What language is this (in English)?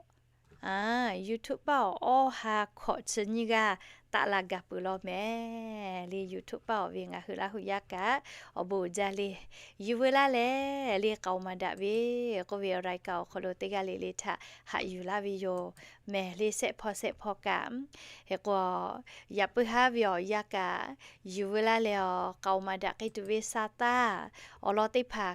Lahu